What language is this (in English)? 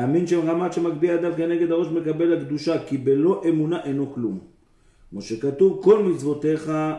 Hebrew